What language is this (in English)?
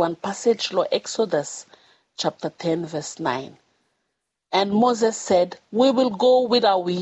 Bislama